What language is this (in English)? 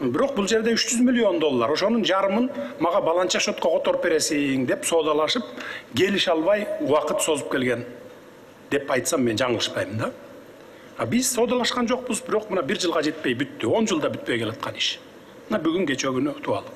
Kyrgyz